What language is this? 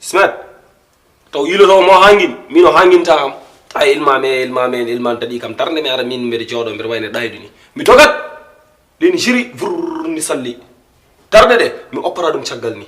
Fula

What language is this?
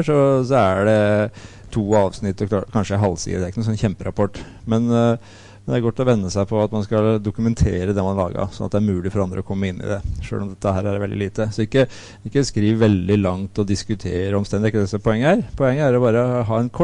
Norwegian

